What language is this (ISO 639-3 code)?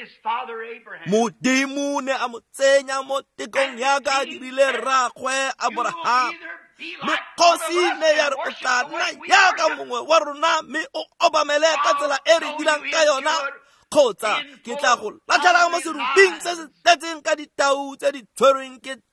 tsn